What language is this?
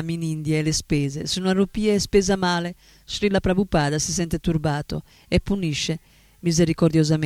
Italian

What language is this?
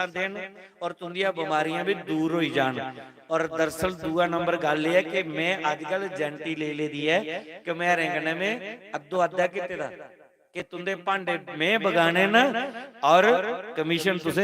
Dogri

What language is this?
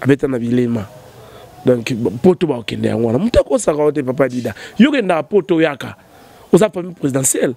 Lingala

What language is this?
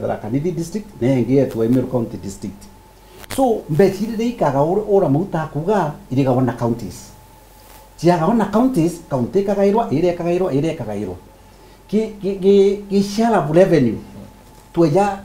Meru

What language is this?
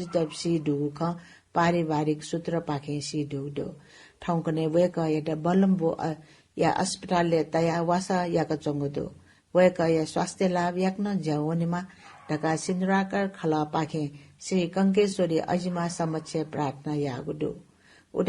Newari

